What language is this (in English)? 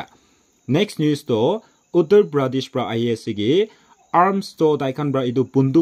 Naga Pidgin